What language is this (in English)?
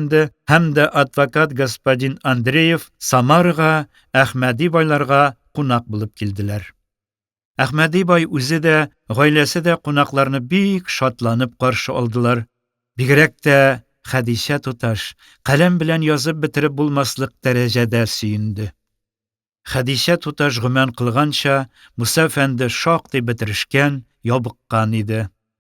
Tatar